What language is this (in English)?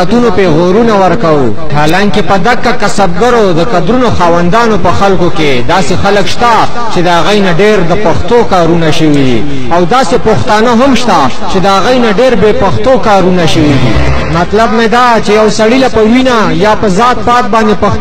Pashto